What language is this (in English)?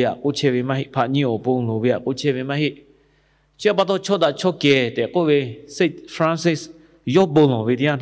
Lahu